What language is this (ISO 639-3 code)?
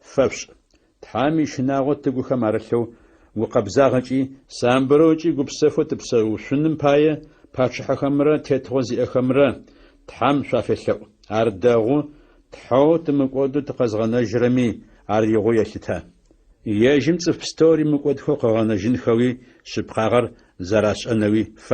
ady